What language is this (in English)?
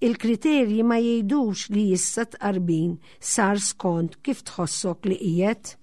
Maltese